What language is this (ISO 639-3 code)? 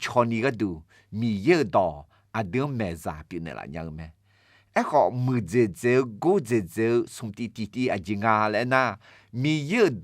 ahk